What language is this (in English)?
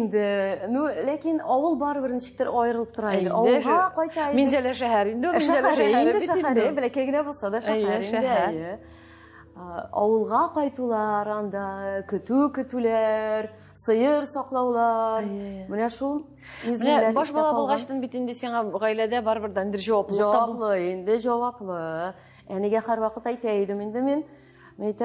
Tatar